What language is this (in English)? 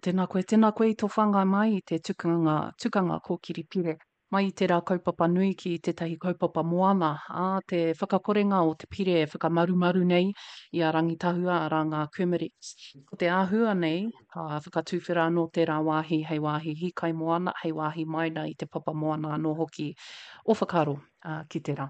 Māori